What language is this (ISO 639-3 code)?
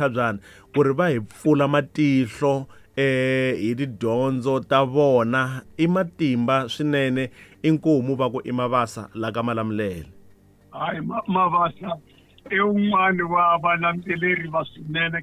tso